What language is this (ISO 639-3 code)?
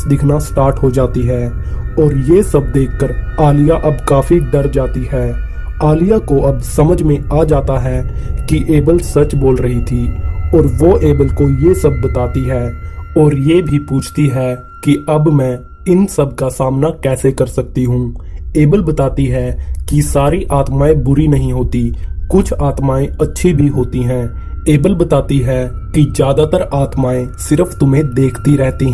hin